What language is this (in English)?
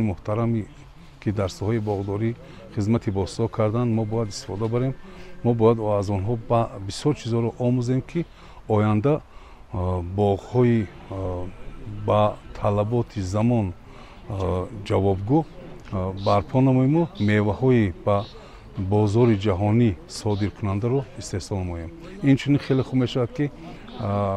Tajik